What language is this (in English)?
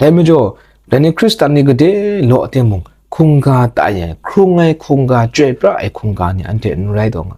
Kachin